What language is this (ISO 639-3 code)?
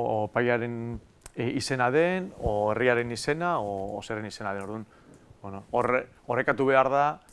eus